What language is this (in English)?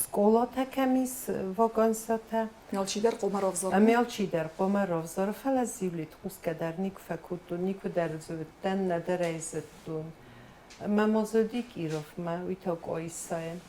Ossetic